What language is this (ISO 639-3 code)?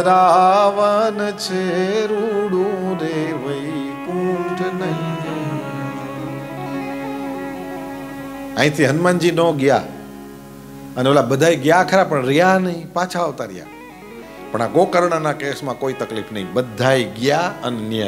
guj